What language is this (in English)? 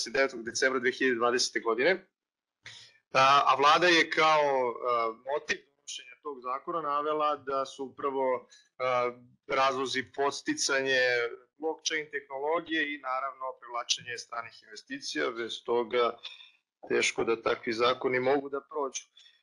Serbian